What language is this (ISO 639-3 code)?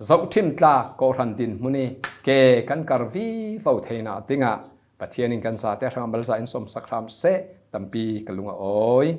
cfm